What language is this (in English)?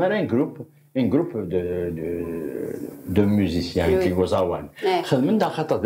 Kabyle